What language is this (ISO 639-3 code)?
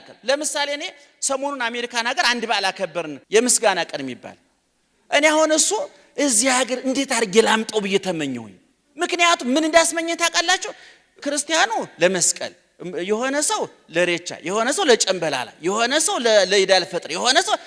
amh